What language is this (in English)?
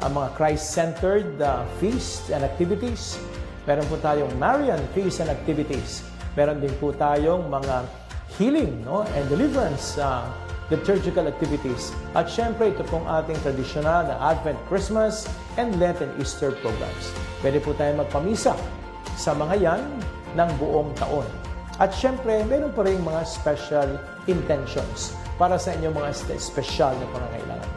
Filipino